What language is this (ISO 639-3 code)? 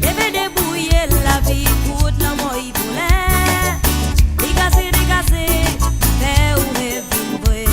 mfe